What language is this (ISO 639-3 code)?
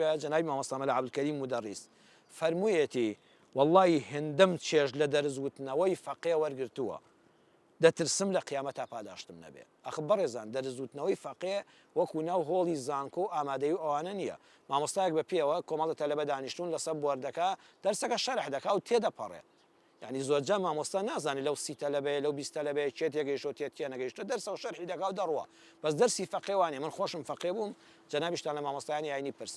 ckb